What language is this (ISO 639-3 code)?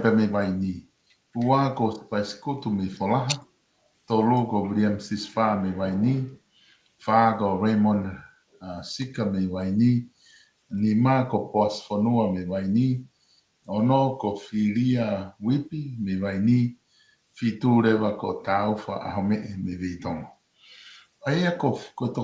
ton